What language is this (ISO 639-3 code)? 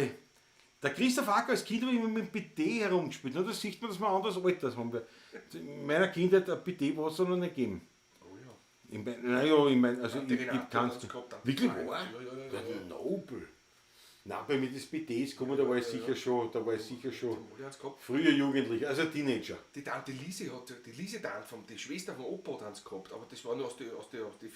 bar